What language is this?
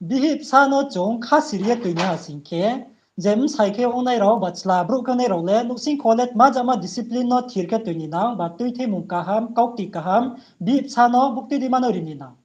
Riang (India)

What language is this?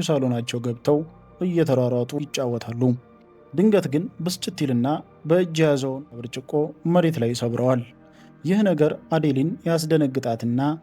Amharic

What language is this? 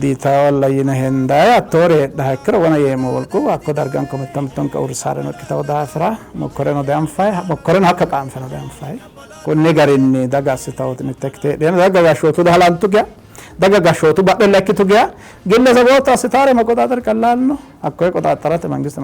Sidamo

